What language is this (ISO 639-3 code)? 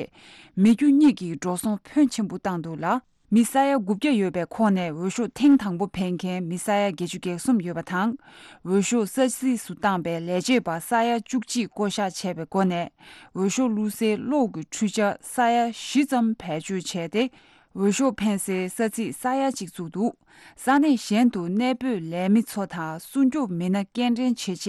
bod